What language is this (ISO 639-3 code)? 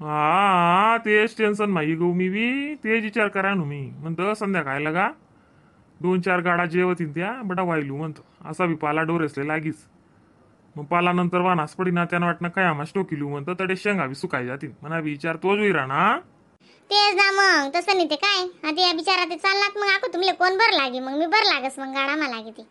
khn